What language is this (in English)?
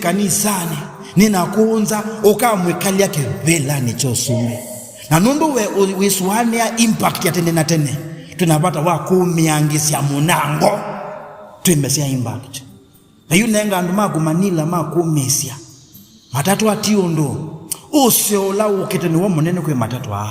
Kamba